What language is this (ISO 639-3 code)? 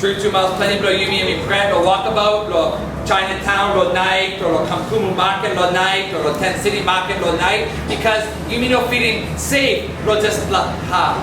tpi